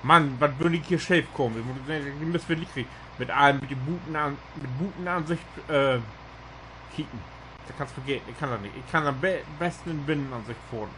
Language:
Low German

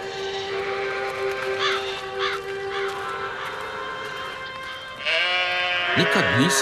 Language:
Croatian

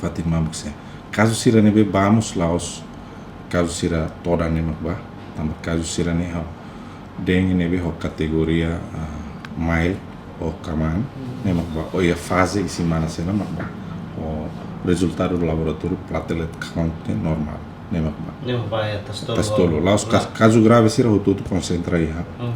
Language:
Tetum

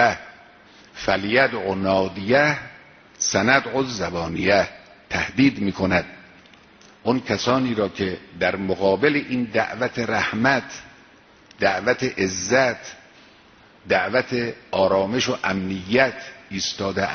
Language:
Persian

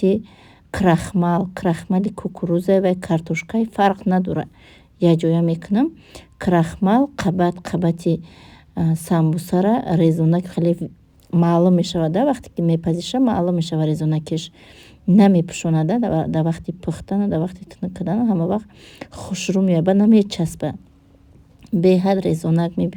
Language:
Tajik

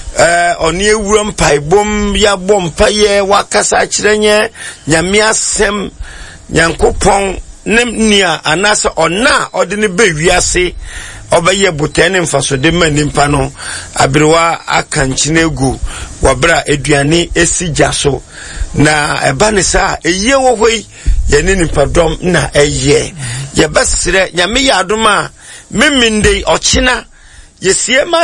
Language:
Akan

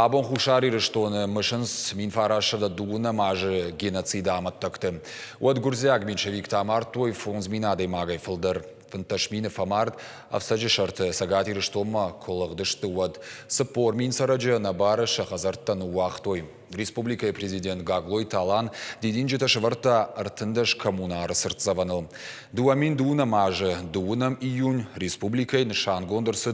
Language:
Ossetic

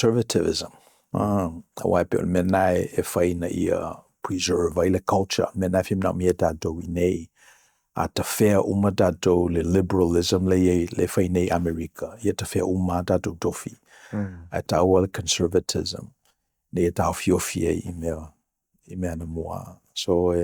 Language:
Samoan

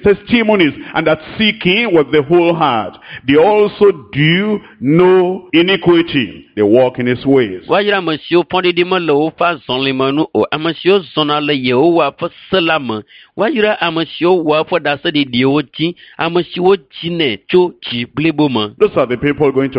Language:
Ewe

